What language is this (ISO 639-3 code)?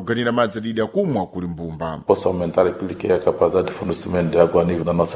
seh